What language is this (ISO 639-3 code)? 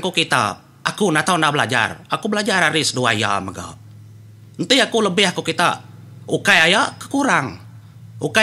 iba